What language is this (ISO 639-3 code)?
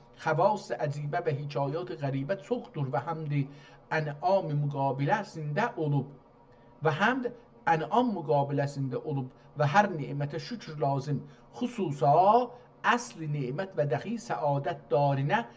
azb